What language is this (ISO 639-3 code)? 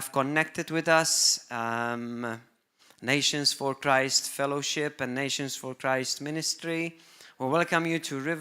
eng